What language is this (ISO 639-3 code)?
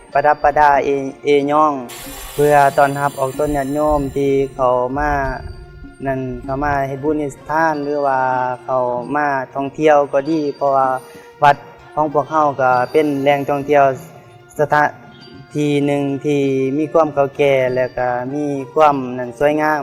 lao